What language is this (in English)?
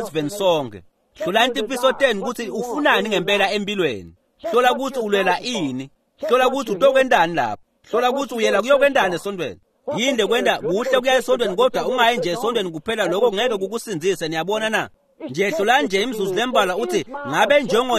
Swati